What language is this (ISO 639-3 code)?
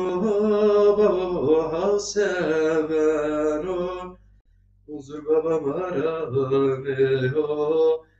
zza